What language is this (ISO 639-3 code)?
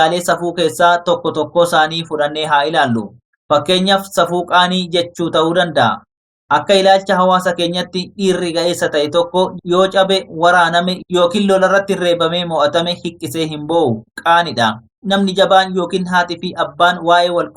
orm